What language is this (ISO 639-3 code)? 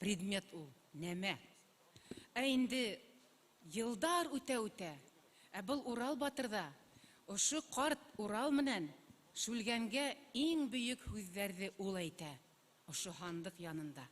bak